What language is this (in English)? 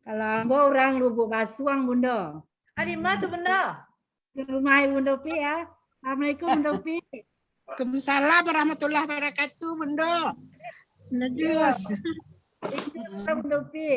Minangkabau